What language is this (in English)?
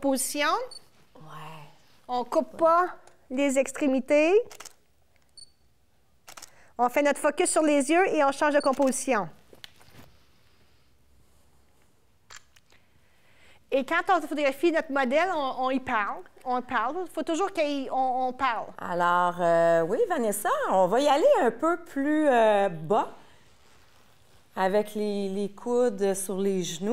French